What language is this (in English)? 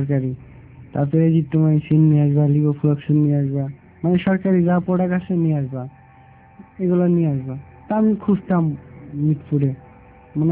Bangla